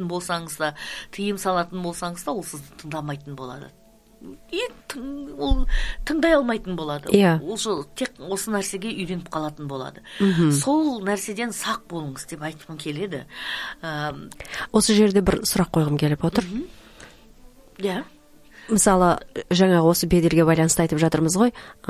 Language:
Kazakh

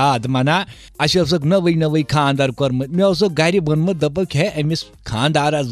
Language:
Kashmiri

